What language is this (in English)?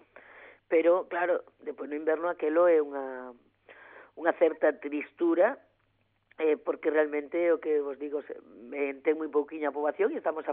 Galician